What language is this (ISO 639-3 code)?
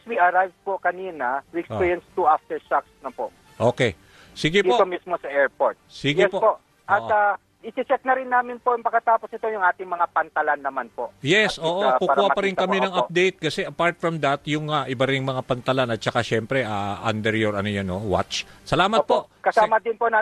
fil